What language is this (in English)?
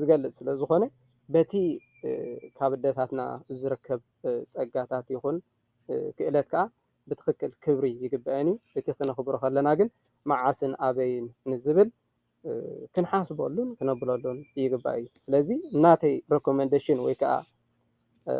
Tigrinya